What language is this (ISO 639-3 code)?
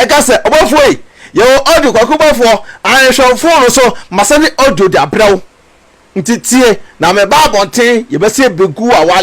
aka